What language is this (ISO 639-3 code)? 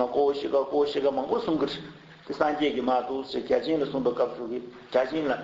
bod